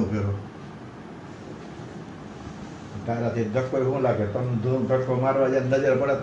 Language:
Gujarati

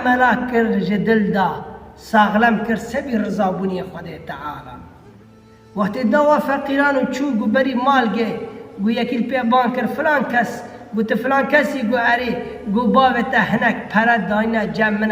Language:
Kurdish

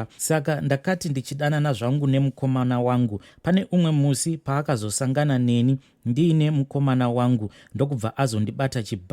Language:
Shona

